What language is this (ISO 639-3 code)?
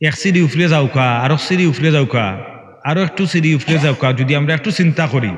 syl